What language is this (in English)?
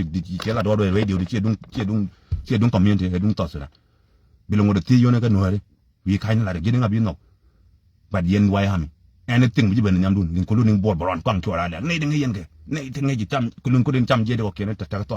Nuer